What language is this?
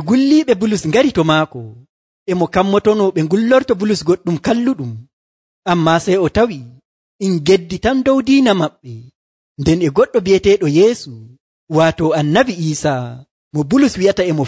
Nigerian Fulfulde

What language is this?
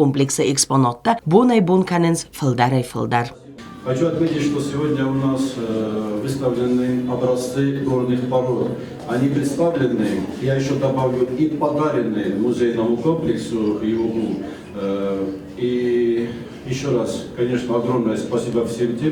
Ossetic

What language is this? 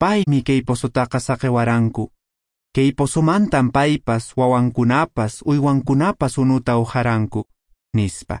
Quechua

